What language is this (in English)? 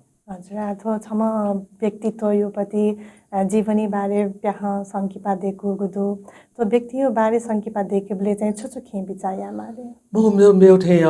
Newari